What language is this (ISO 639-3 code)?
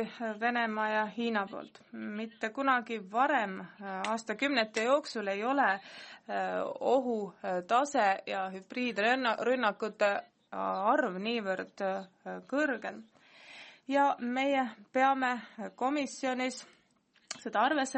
est